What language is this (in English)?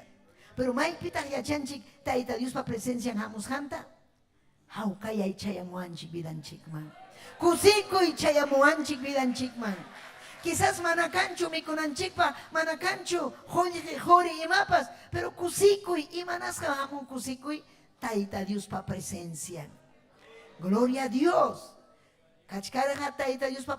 Ayacucho Quechua